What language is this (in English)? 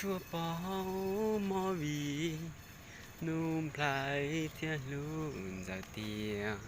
Hmong